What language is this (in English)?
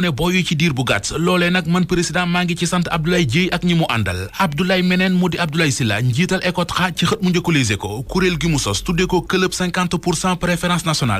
Wolof